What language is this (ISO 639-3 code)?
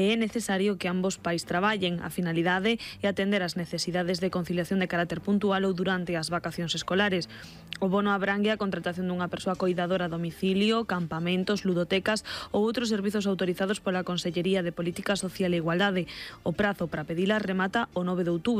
glg